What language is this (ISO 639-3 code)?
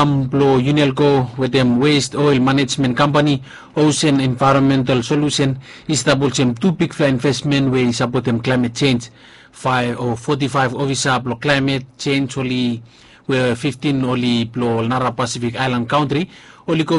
bis